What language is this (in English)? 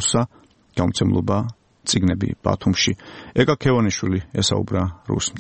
Georgian